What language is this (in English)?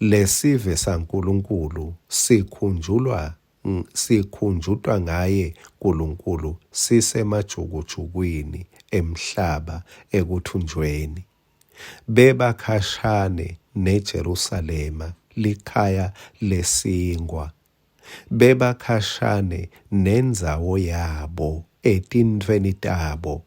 Swati